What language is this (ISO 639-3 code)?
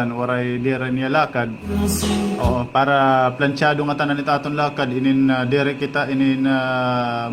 war